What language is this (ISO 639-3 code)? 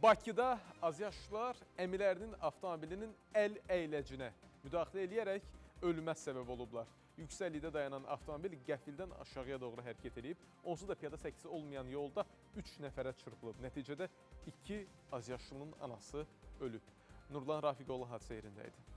aze